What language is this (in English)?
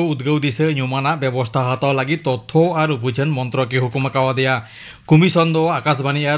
Santali